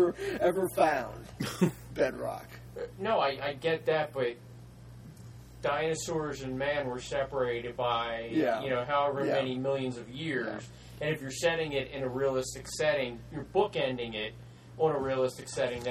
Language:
English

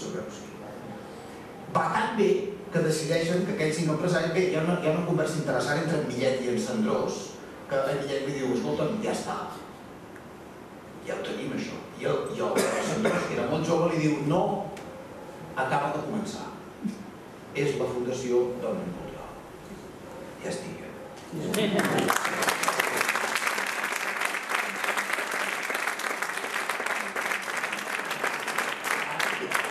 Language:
Catalan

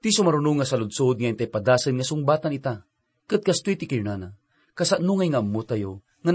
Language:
Iloko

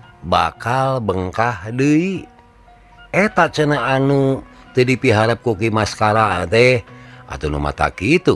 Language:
Sundanese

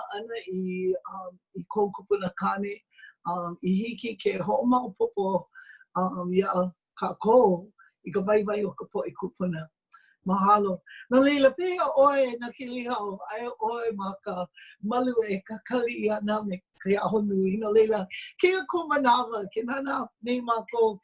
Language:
Hawaiian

